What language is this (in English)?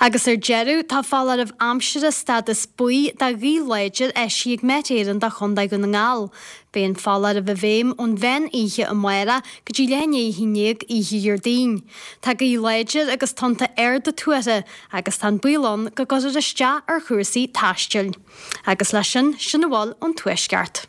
Irish